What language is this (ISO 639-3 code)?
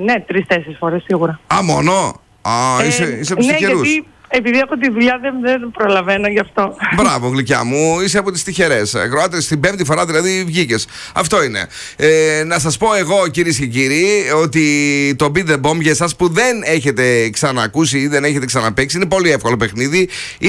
ell